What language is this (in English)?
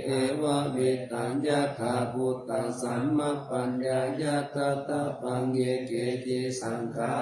Pali